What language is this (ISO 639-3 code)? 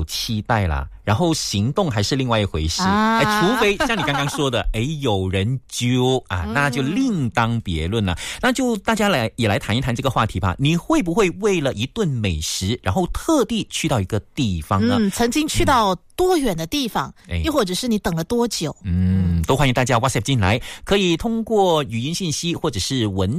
zho